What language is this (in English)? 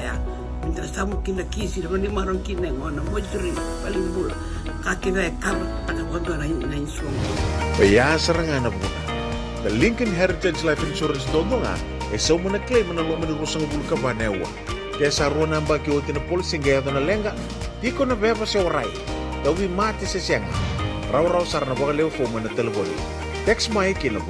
Fijian